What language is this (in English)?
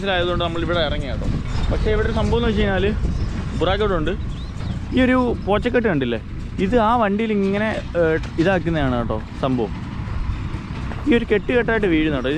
Malayalam